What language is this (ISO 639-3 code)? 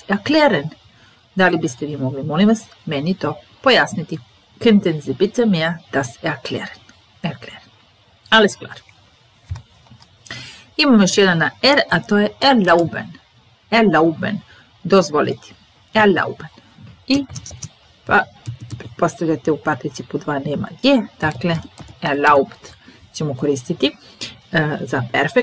srp